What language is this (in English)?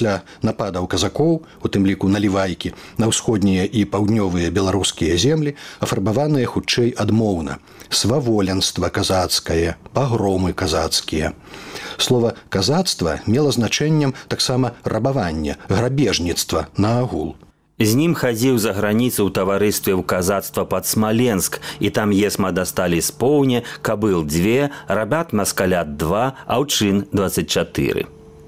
Belarusian